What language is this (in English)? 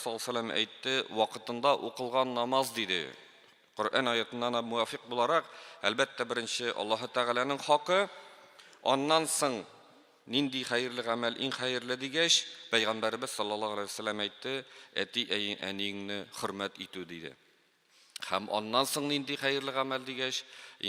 Tatar